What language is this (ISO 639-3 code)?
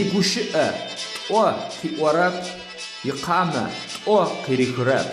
ady